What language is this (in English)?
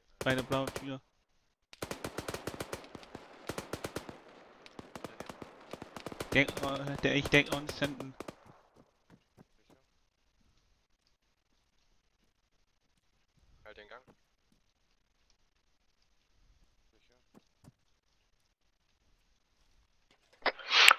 German